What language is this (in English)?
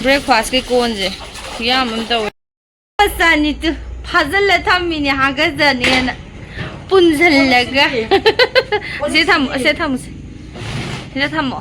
Manipuri